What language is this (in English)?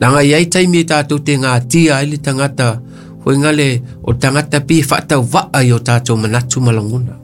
Samoan